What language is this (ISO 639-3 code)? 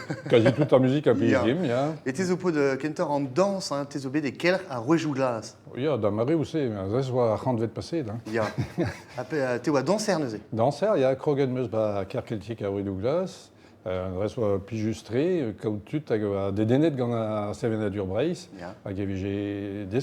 bre